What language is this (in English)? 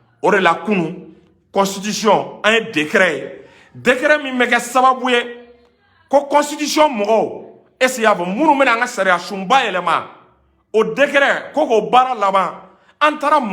Bambara